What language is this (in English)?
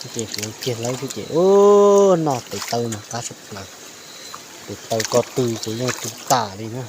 Hmong